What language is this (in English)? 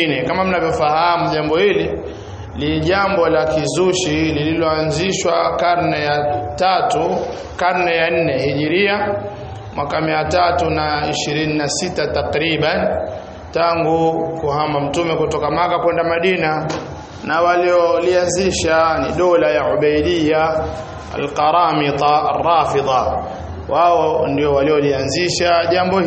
Swahili